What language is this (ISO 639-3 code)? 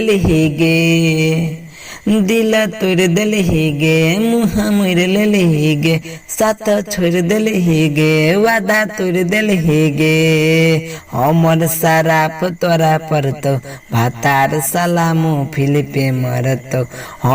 mai